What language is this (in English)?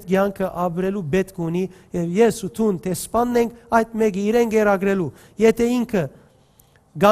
Western Armenian